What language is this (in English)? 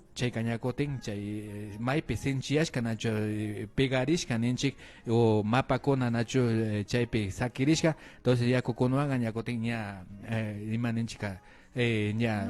Imbabura Highland Quichua